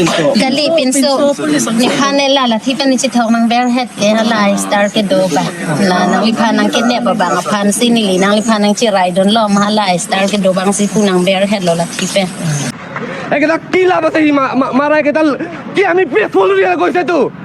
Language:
Karbi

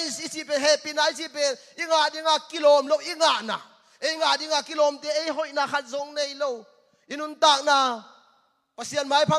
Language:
Tedim Chin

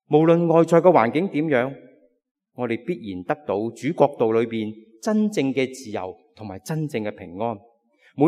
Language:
Cantonese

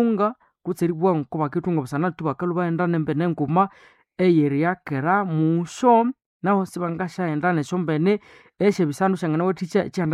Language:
Nande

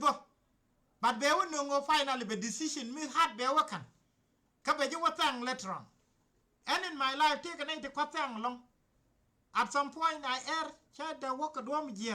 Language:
Nuer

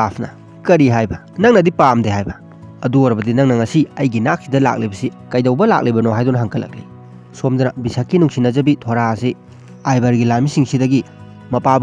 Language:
Manipuri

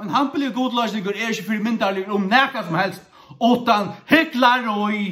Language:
Faroese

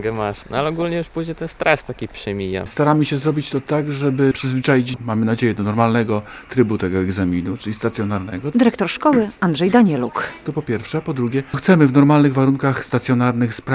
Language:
Polish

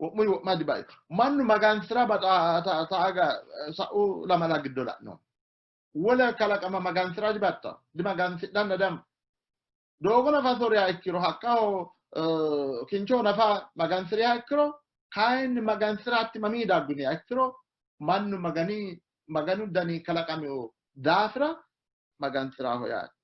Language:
Sidamo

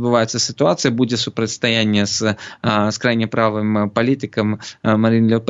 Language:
Belarusian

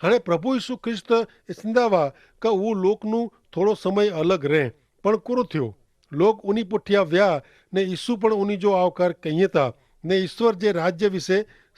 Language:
Kachhi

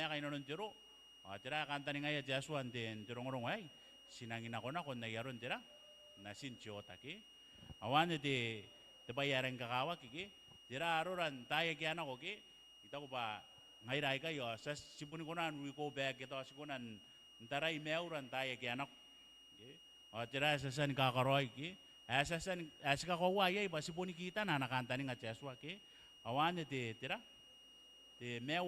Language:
Gilbertese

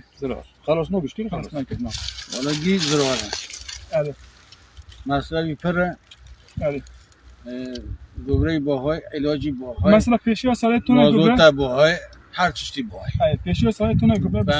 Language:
Kurdish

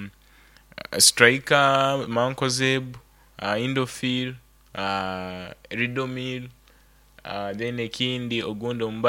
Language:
Nyoro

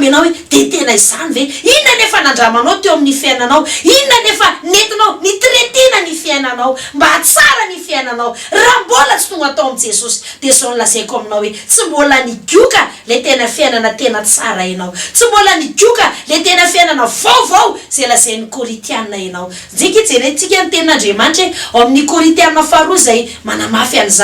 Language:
Malagasy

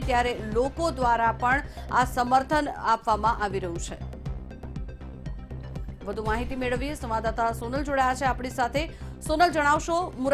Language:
Gujarati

